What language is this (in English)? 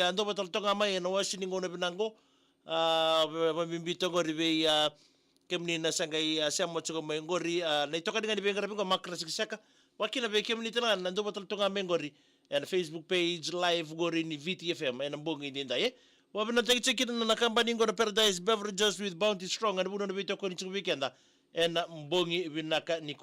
Fijian